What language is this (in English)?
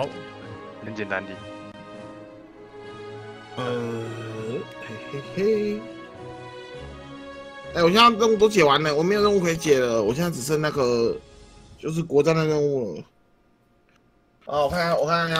Chinese